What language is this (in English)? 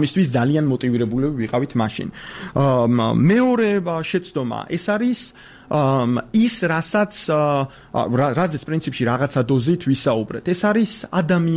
Georgian